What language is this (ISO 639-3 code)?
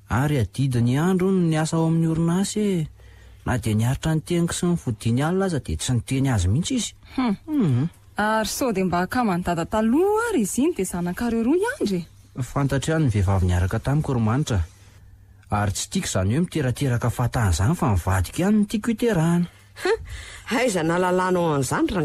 mlg